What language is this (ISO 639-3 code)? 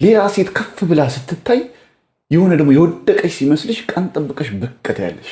amh